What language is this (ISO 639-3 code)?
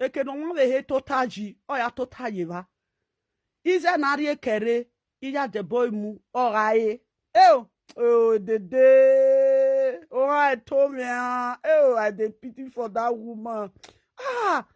pcm